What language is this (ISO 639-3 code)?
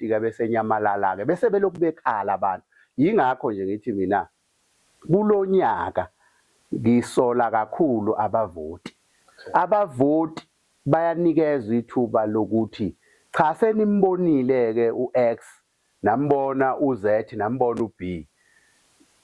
zul